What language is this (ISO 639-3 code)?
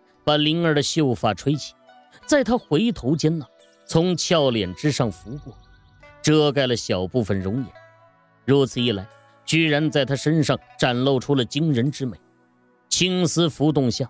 zho